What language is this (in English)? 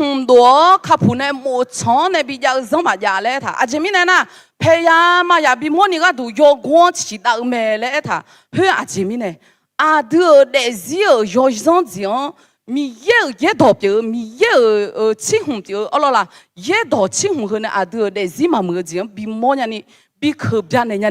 Akha